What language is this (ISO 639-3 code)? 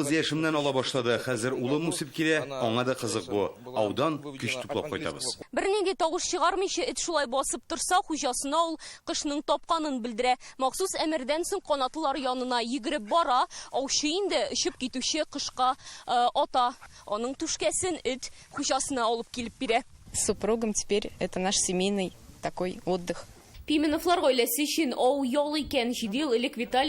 tat